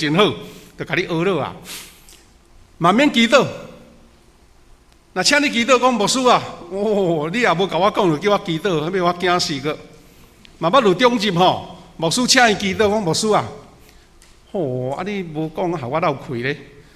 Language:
Min Nan Chinese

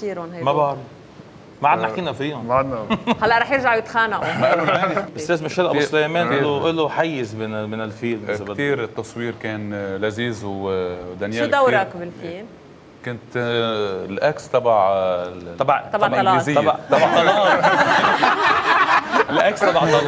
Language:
North Levantine Arabic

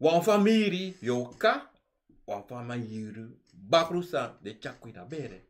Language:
Sranan Tongo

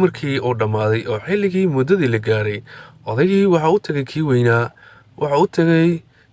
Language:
Somali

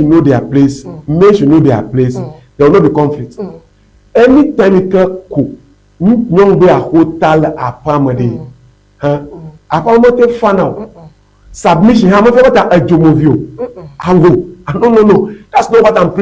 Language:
Ewe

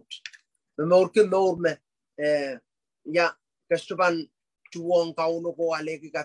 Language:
Pohnpeian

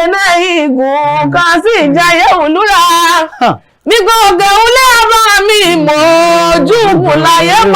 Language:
Yoruba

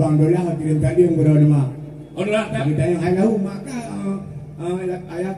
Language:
Achinese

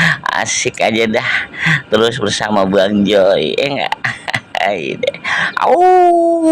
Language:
Betawi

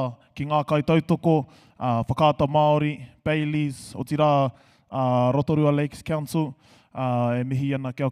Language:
Māori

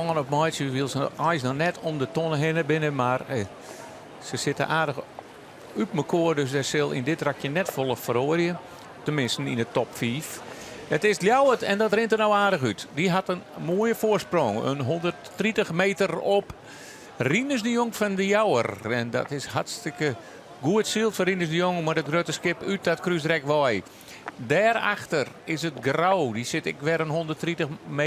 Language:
Western Frisian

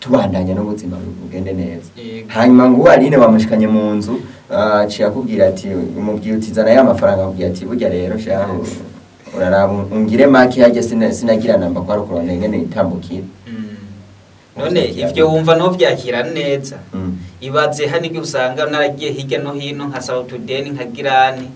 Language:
Rundi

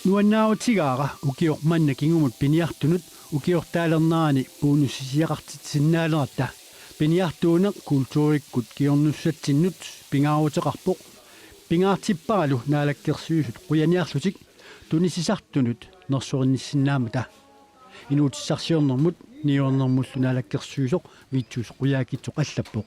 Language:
Kalaallisut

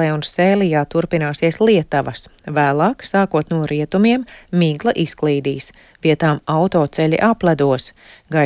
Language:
Latvian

